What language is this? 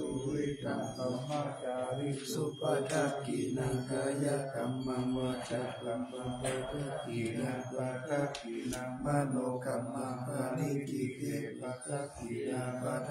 Pali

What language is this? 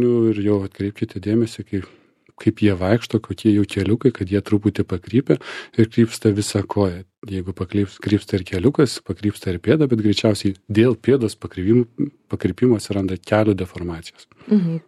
Lithuanian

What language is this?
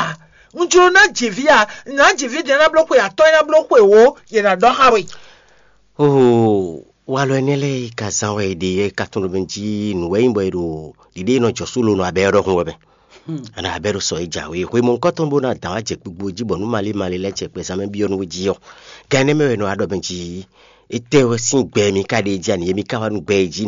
Fon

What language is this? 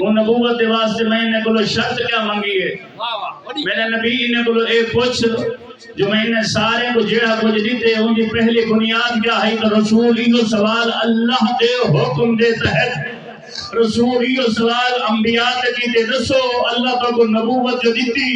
Saraiki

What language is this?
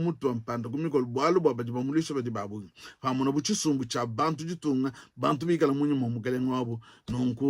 Luba-Lulua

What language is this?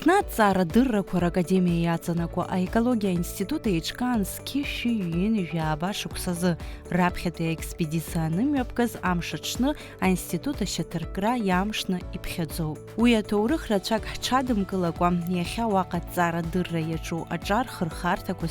Abkhazian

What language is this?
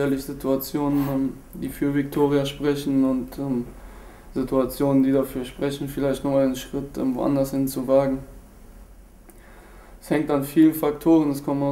German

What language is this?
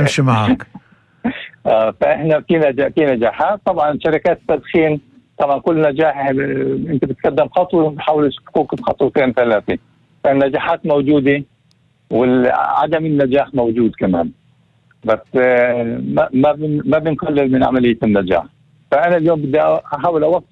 North Levantine Arabic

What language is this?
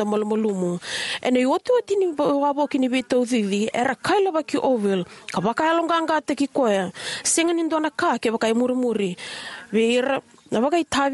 Fijian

